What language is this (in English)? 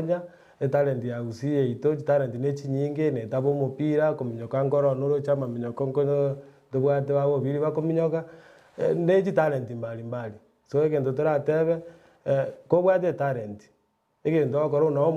Gusii